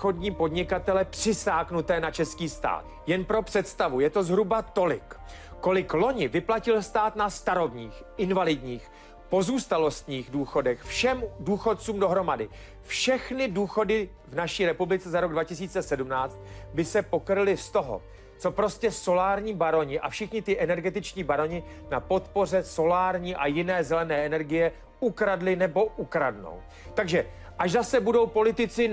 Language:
Czech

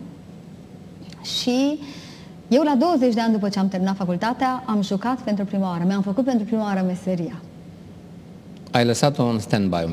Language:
Romanian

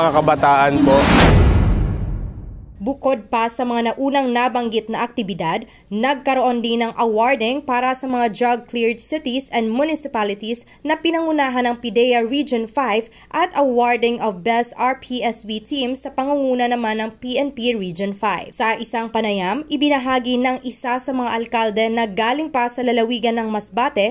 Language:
Filipino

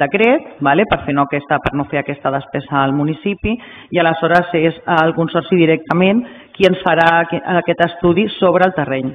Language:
Catalan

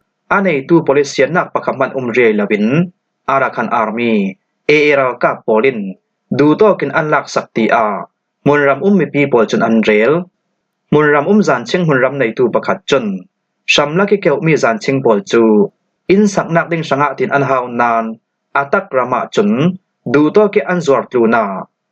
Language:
Falam Chin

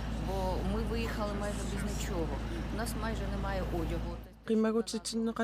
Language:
Kalaallisut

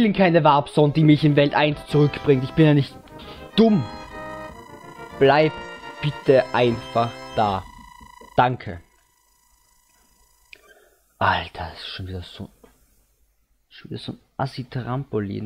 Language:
German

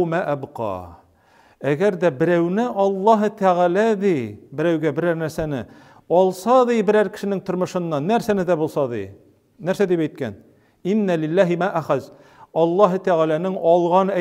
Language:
Tatar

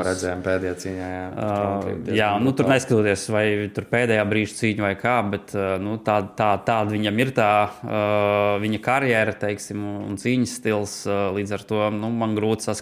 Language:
Latvian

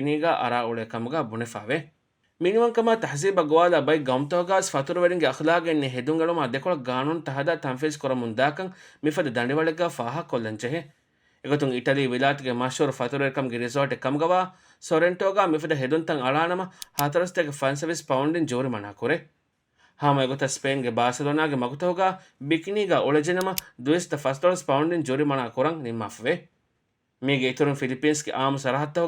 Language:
Divehi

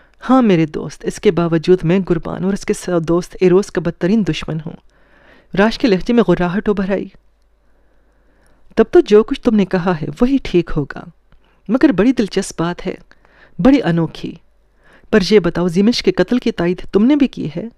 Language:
Urdu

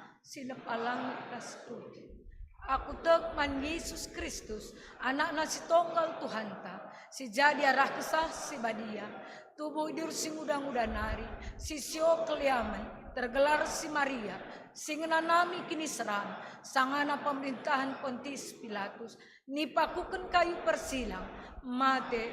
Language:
Batak Karo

